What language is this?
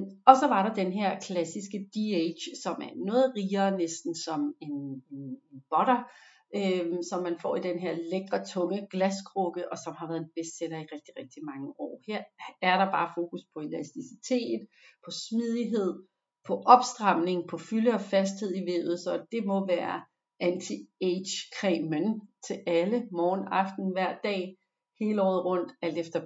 Danish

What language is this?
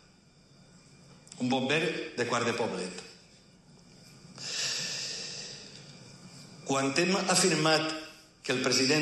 Catalan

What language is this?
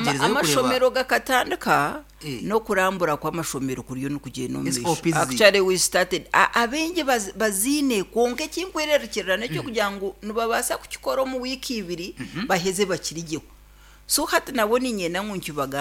Nyankole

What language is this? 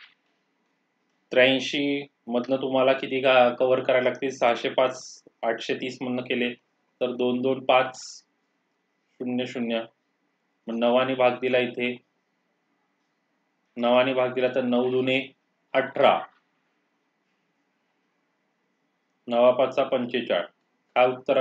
Marathi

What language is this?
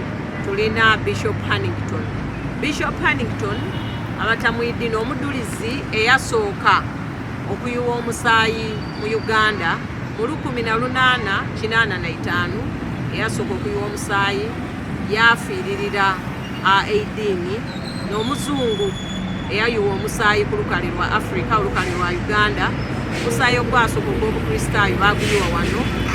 Soga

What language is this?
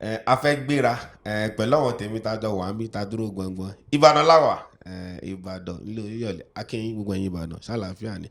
Yoruba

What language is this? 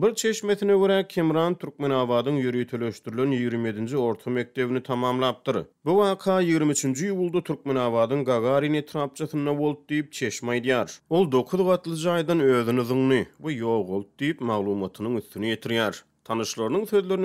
Turkmen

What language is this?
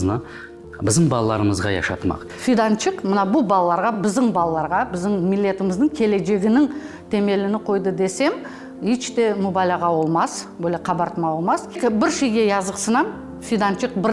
Crimean Tatar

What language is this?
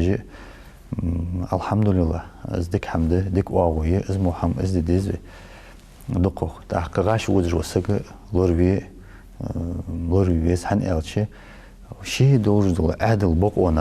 Ingush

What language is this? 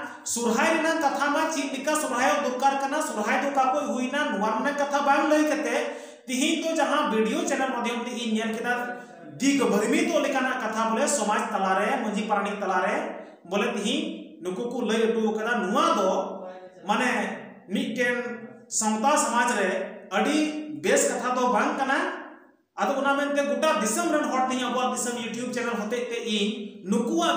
Santali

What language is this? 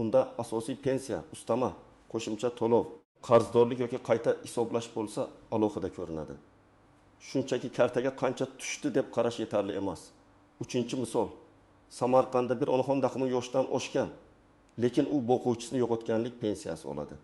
Uzbek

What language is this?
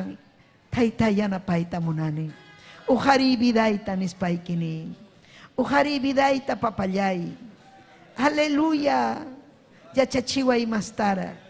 Ayacucho Quechua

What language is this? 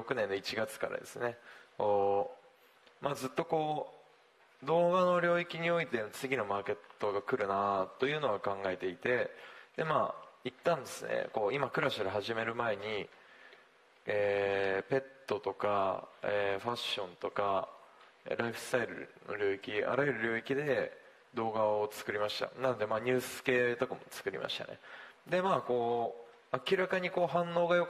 Japanese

